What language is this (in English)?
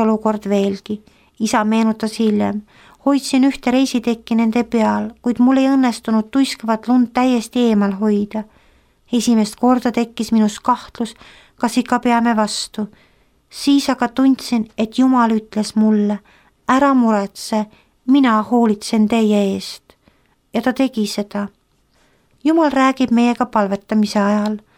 Estonian